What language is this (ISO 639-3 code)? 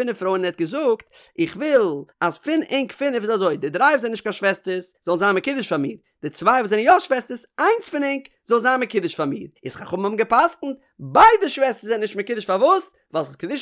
yid